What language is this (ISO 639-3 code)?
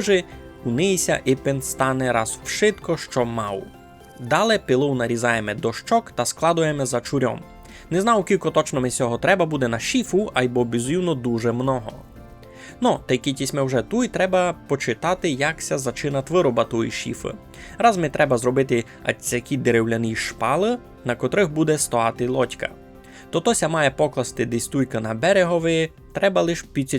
rue